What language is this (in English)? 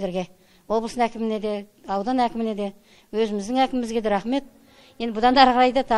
Kazakh